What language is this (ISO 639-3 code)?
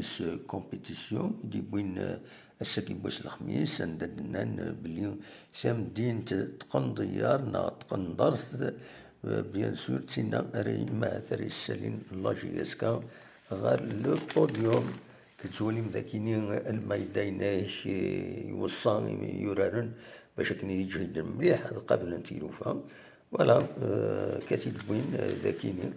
kab